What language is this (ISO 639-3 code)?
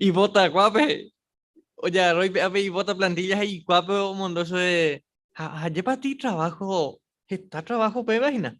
grn